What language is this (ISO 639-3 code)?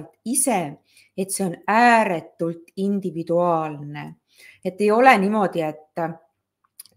est